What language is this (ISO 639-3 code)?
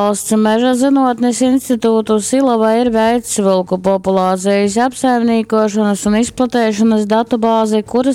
ltg